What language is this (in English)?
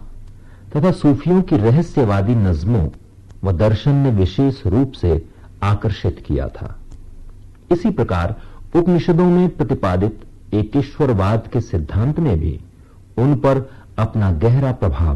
Hindi